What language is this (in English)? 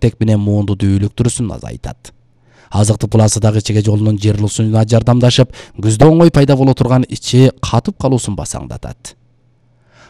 Kyrgyz